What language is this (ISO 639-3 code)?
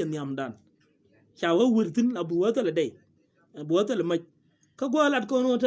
nus